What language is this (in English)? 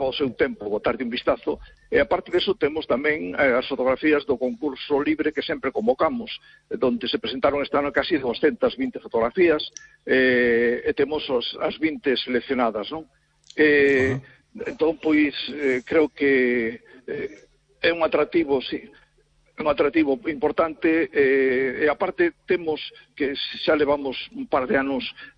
Galician